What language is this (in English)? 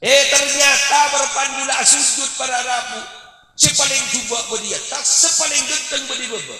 Madurese